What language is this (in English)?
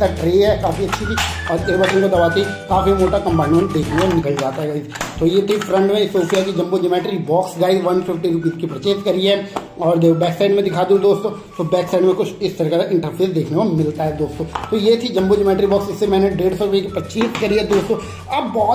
Hindi